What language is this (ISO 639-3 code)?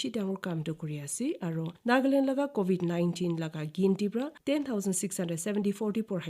nag